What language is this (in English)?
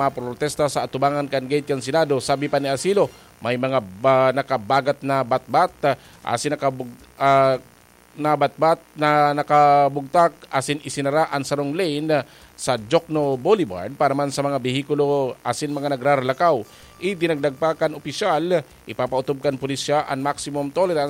Bikol